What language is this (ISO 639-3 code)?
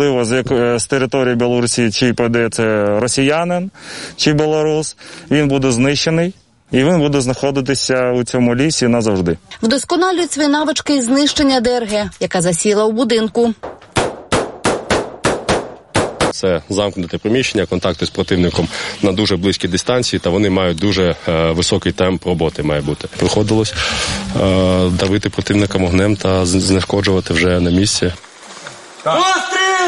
ukr